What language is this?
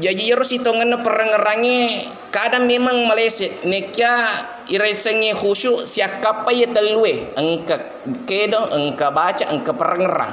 Buginese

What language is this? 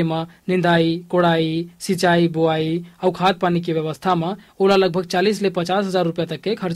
Hindi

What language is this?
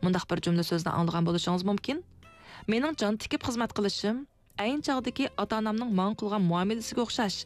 Uyghur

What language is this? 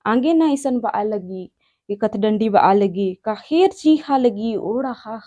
Kurukh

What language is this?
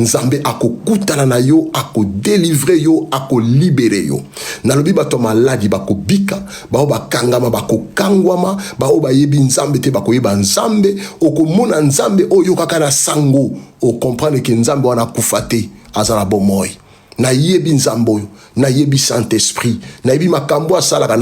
Lingala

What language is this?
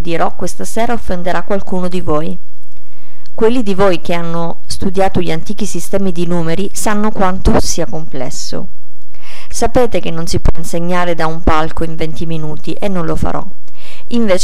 Italian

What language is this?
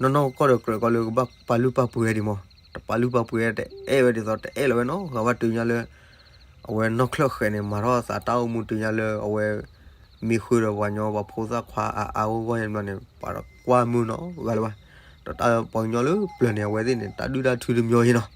S'gaw Karen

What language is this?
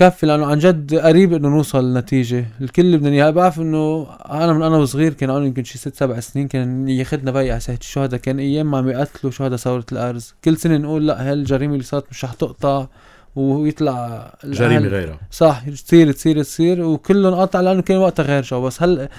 North Levantine Arabic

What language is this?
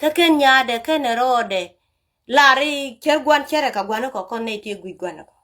Nuer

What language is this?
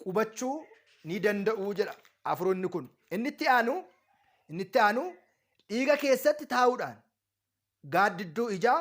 Oromo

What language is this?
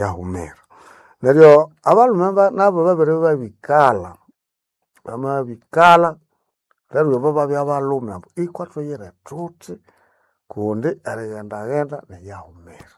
Nande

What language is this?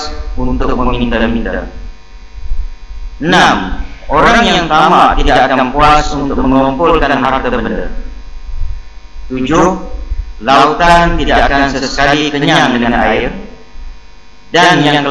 Malay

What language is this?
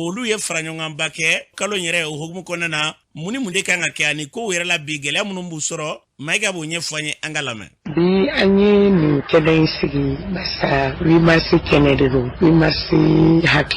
Bambara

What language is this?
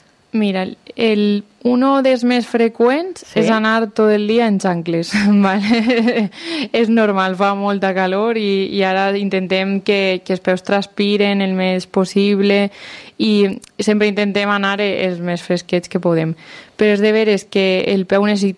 Catalan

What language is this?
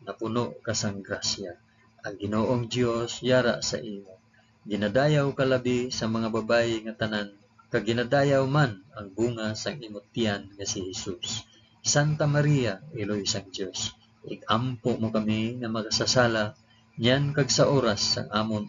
Hiligaynon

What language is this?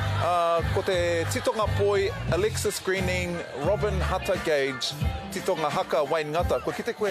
Māori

